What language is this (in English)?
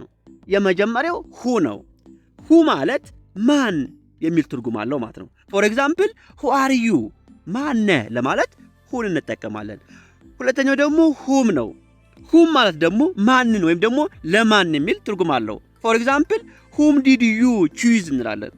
Amharic